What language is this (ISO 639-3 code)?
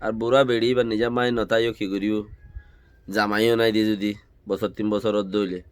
rhg